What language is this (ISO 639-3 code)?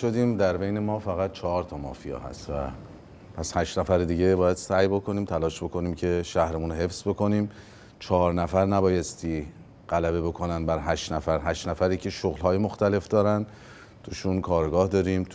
fas